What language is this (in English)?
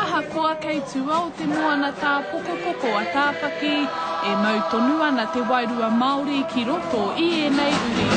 Māori